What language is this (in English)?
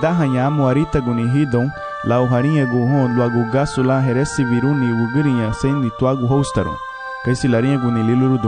Garifuna